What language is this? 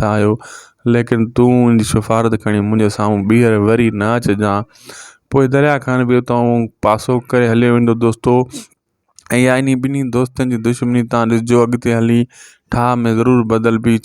Sindhi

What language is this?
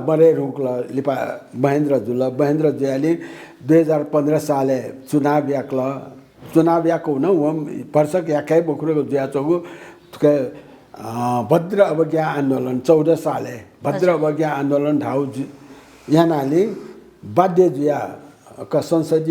Newari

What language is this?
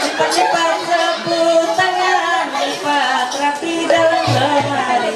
Ma'anyan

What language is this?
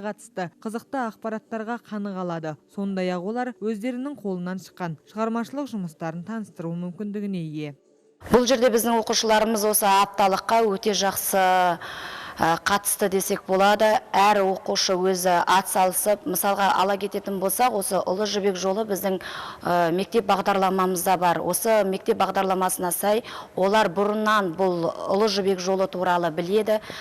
Kazakh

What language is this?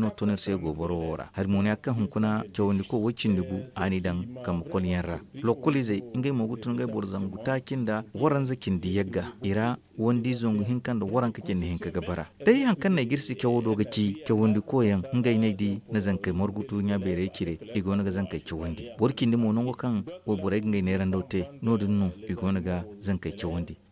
Zarma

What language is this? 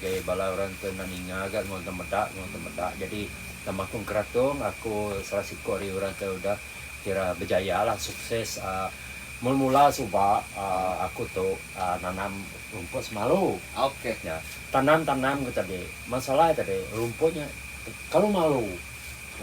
Iban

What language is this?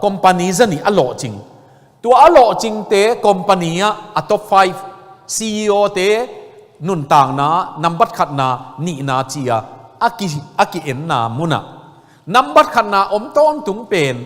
Tedim Chin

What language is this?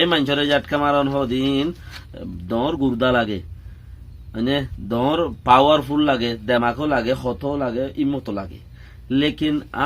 Rohingya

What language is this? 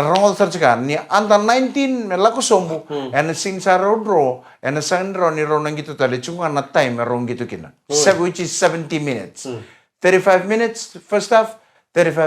Fijian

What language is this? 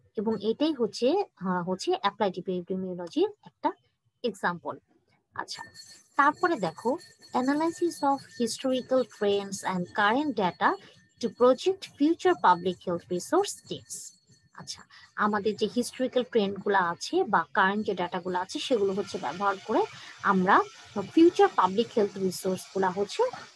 Bangla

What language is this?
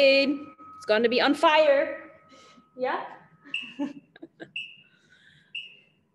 Dutch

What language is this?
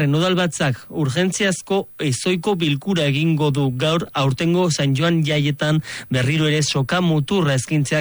Basque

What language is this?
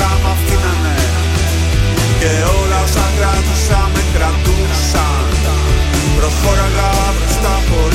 Greek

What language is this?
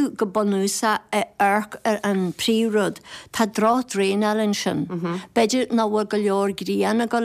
Irish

